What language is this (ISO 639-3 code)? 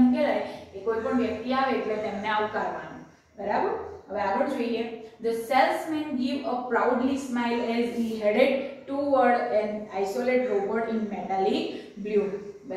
guj